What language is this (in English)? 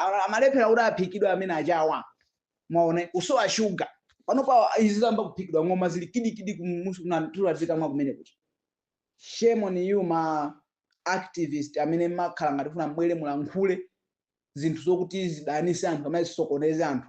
Nyanja